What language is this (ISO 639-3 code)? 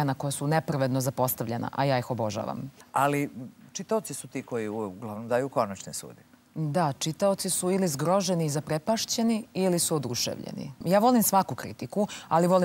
srp